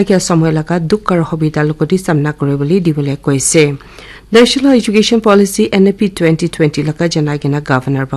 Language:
Naga Pidgin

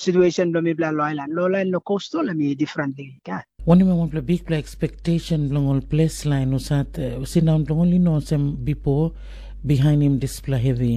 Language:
Tok Pisin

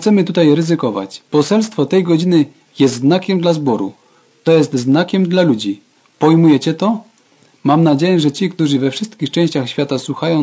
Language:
Polish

